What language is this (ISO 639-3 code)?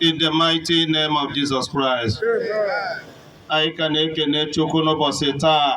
ibo